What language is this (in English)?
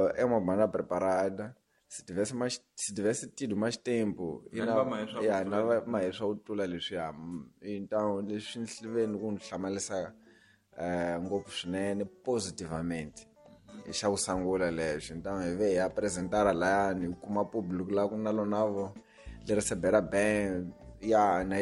Tsonga